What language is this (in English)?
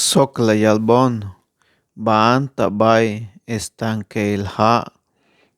Tzeltal